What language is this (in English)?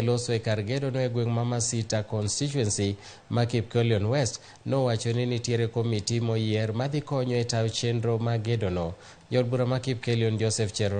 Luo (Kenya and Tanzania)